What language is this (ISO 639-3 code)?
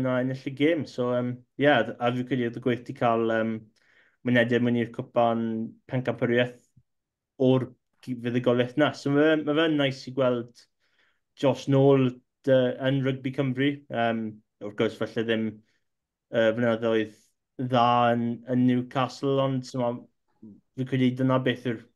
cym